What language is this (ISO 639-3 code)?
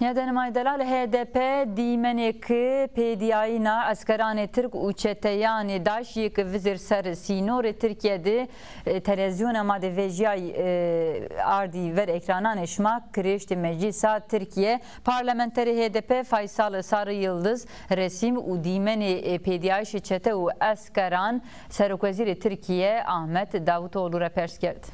zza